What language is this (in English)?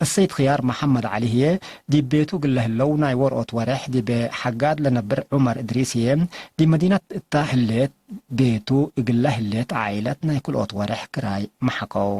Tigre